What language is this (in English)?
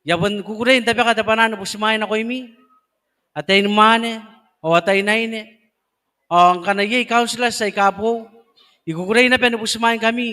Gilbertese